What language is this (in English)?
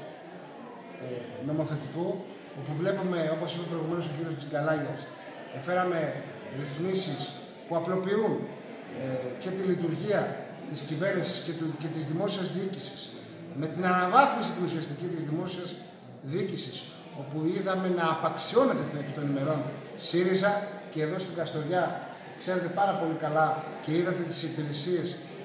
Greek